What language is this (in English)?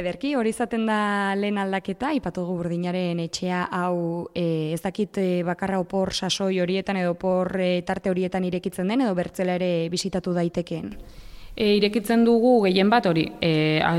Basque